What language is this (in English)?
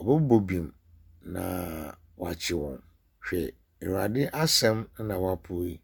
Akan